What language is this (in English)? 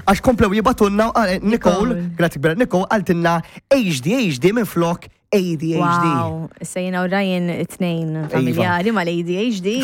Maltese